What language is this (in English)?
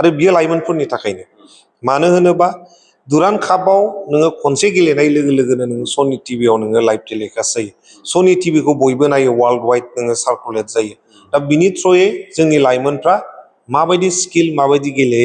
Bodo